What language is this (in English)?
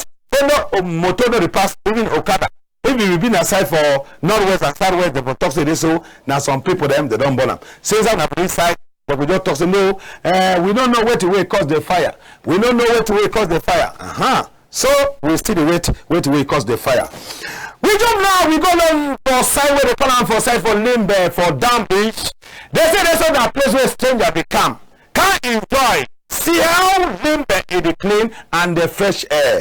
Cameroon Pidgin